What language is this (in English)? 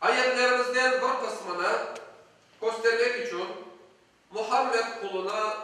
Crimean Tatar